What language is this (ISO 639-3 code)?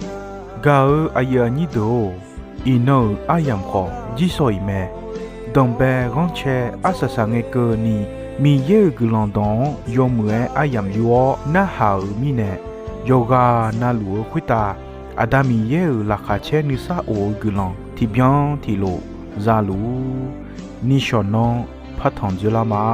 ahk